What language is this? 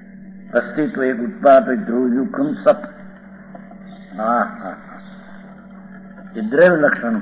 Gujarati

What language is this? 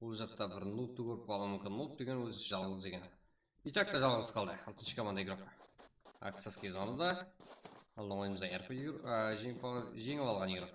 Kara-Kalpak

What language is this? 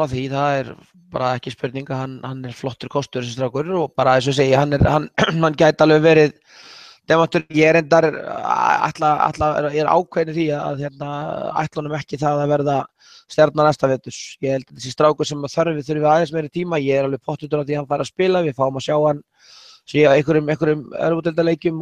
Icelandic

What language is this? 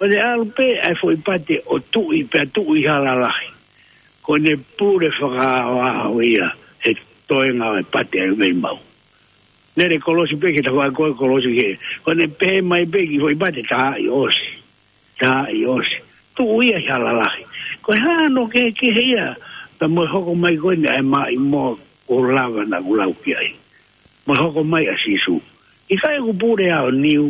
Tongan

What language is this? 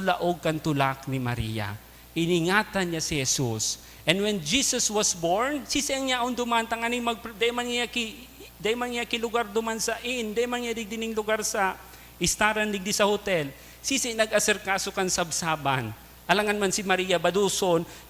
Bikol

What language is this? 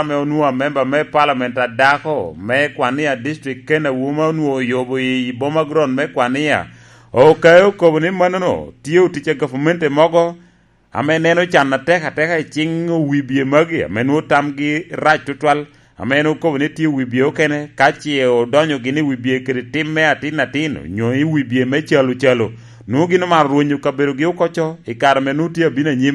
Lango (Uganda)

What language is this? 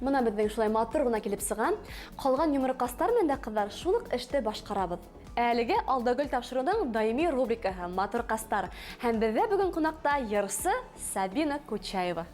Bashkir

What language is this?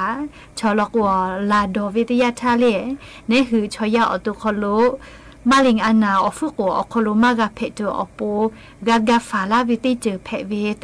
Lahu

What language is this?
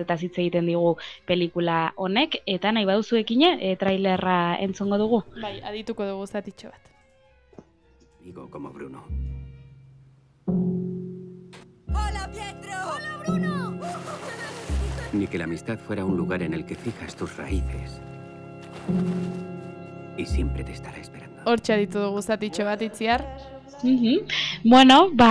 Basque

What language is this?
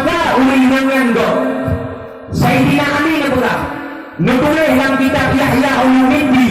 Achinese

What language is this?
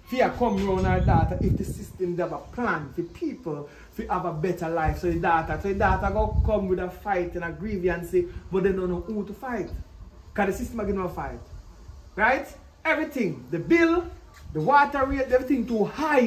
Jamaican Creole English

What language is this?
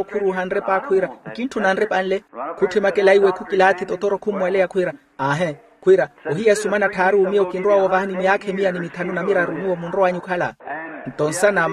Makhuwa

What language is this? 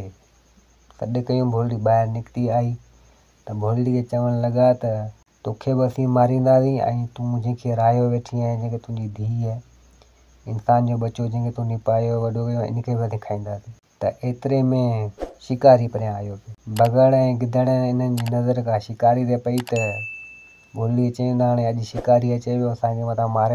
Sindhi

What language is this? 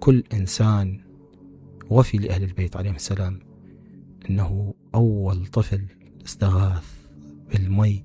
Mesopotamian Arabic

